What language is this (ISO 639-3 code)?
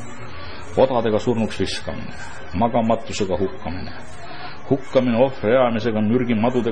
est